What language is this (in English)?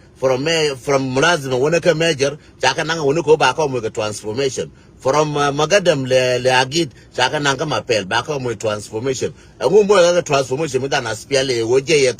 Nuer